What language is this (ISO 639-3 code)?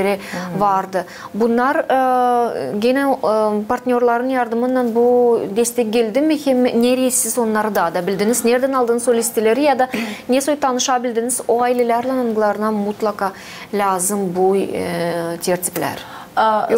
gag